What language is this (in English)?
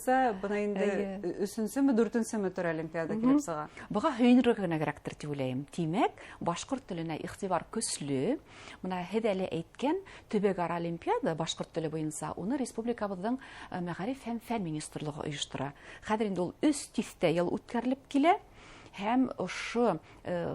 Bashkir